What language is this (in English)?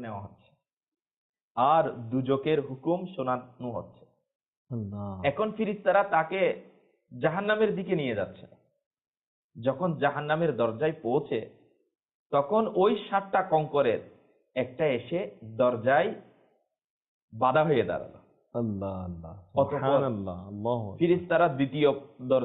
Bangla